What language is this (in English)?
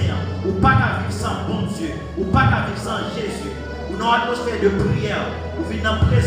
Haitian Creole